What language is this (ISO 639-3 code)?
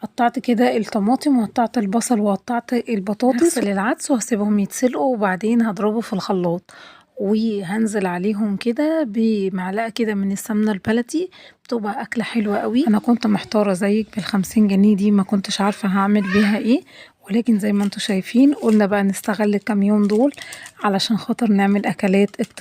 arz